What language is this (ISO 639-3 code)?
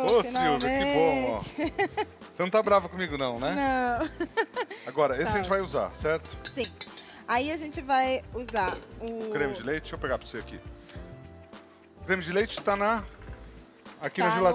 por